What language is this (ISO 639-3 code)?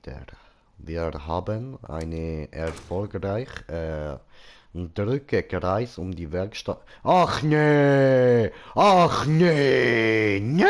gsw